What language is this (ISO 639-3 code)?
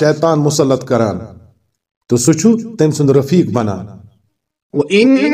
kas